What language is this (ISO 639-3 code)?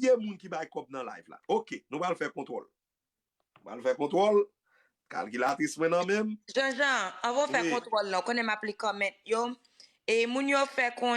hat